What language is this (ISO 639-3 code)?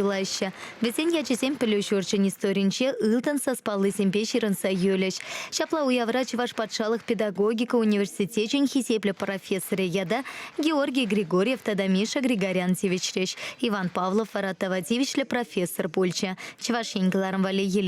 chv